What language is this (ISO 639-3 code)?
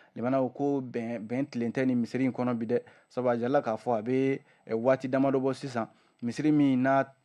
bam